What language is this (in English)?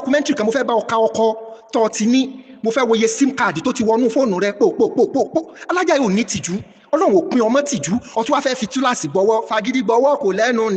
Yoruba